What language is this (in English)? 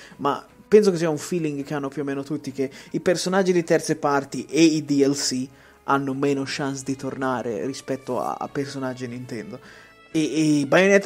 Italian